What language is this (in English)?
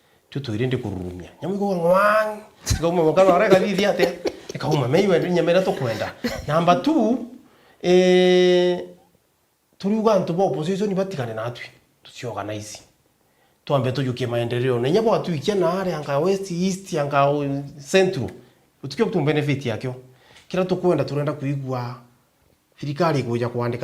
Meru